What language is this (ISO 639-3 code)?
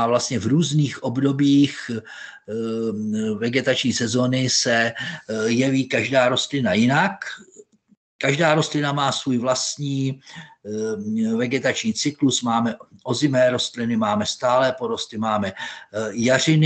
ces